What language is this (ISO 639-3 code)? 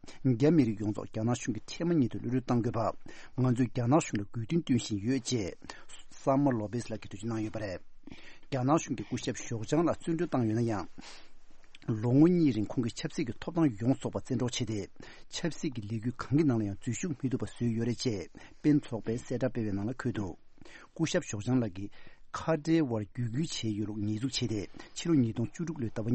bod